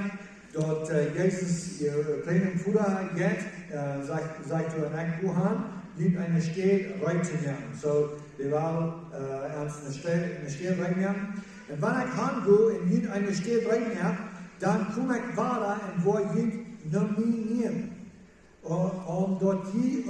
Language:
Plautdietsch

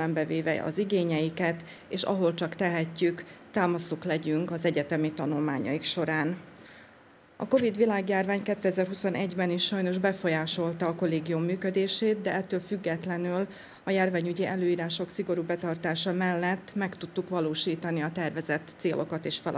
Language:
Hungarian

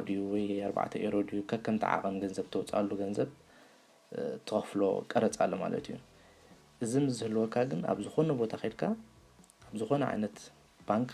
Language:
Tigrinya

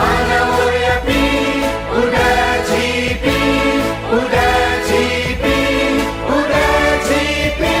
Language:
Newari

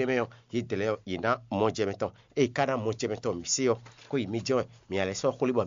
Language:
Fon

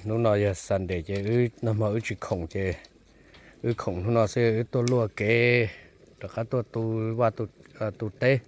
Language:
Hmong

